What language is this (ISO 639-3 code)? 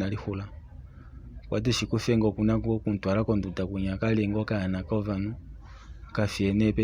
kua